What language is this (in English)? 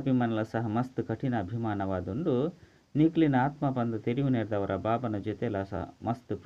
Tulu